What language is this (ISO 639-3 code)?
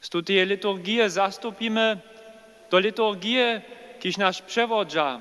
hsb